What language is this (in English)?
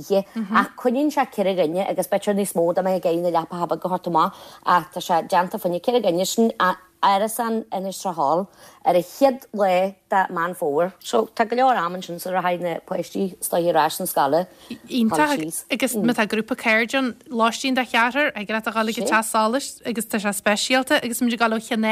Irish